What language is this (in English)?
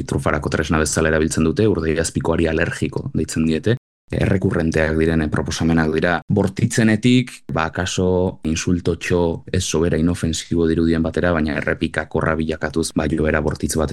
Basque